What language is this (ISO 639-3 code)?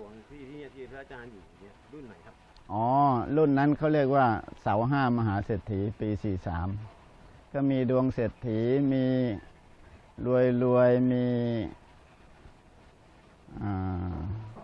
tha